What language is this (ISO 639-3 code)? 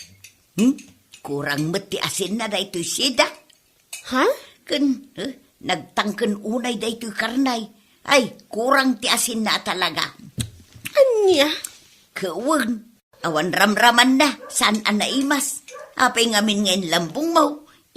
ilo